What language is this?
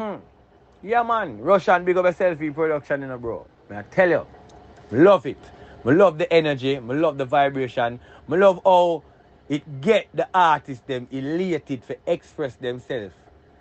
Jamaican Creole English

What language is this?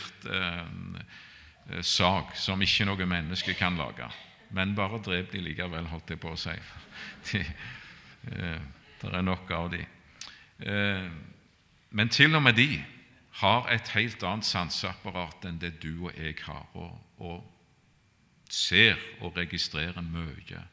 Norwegian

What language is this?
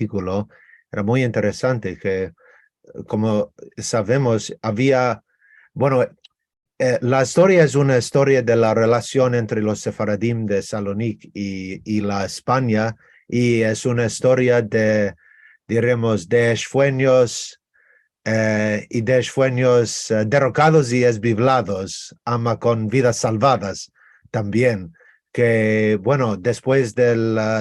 Ladino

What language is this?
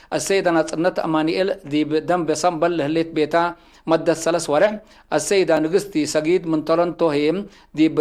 Tigre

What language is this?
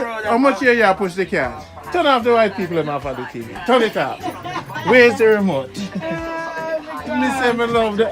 Jamaican Creole English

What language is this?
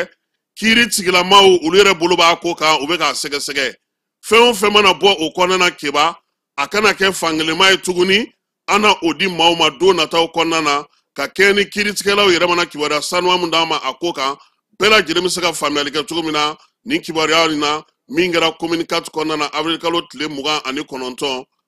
Bambara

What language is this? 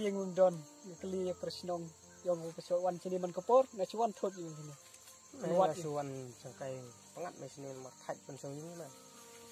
Khasi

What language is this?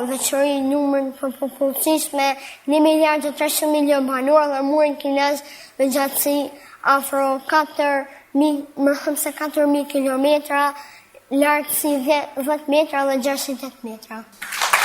Albanian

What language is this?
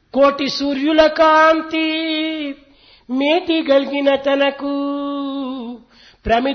Telugu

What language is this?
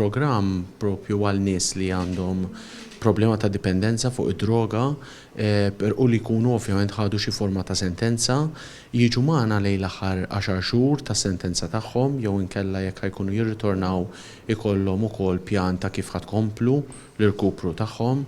Maltese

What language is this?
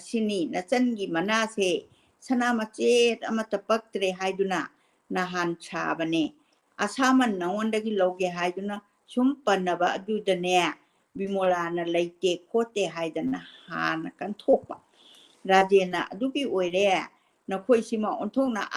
Manipuri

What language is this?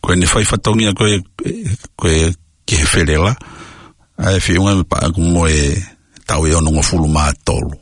Tongan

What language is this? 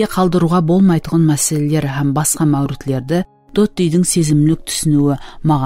Kara-Kalpak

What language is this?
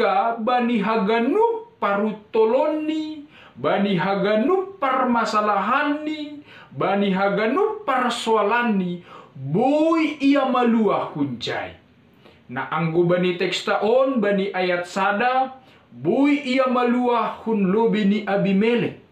Batak Simalungun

